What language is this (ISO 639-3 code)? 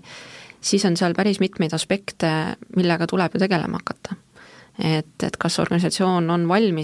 est